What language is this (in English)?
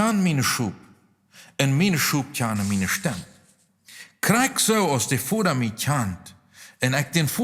Plautdietsch